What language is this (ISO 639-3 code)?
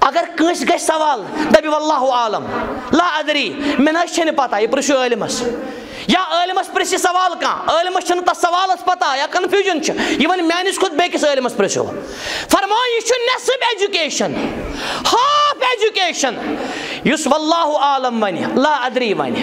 kas